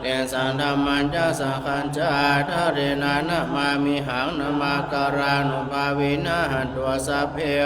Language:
Pali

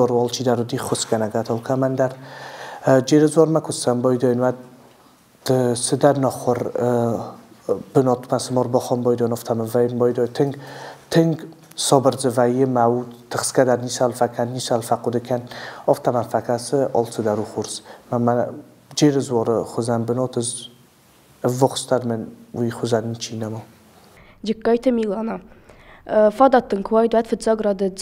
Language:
Ossetic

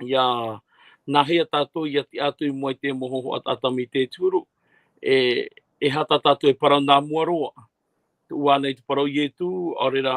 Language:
Tahitian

